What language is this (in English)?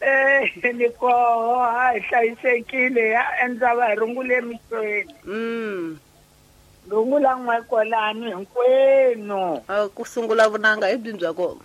Tsonga